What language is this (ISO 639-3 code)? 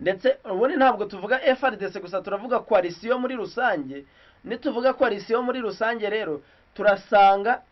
kin